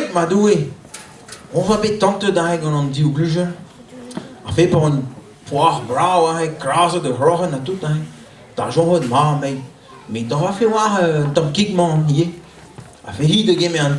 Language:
Breton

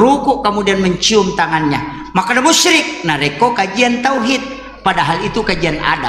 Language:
Buginese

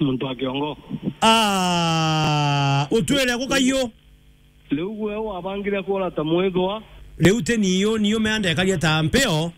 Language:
Meru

